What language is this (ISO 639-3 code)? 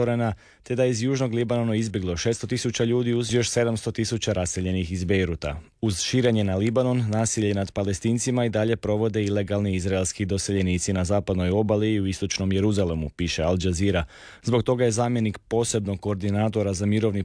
hrv